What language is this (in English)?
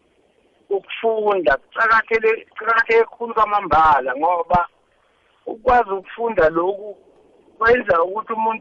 South Ndebele